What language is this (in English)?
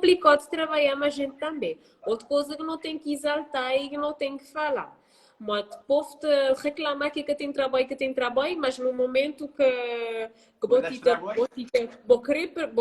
Kabuverdianu